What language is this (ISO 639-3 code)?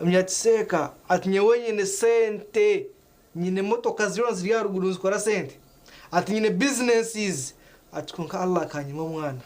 nyn